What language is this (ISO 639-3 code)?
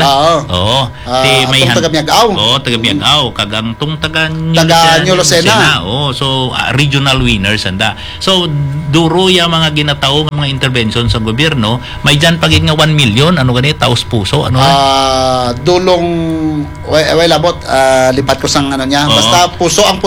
hil